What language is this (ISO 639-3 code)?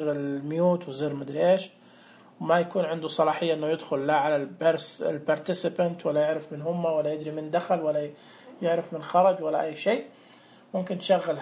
ars